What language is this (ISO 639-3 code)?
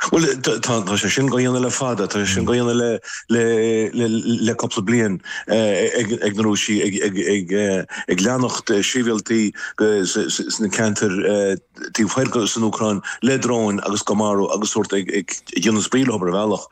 gle